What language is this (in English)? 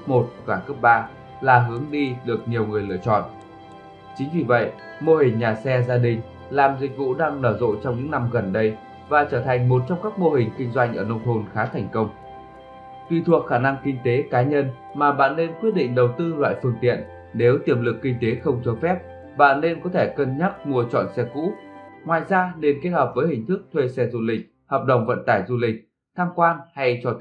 Vietnamese